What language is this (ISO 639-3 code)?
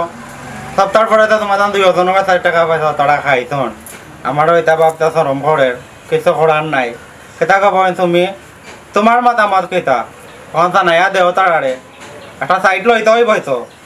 syl